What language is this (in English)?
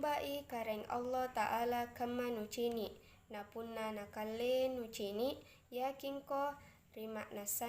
Makasar